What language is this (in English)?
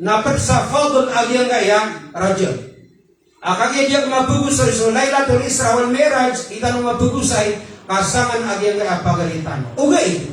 Maranao